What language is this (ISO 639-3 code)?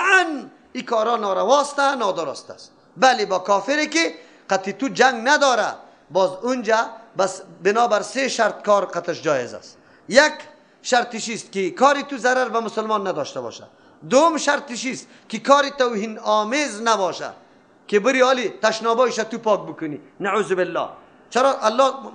fas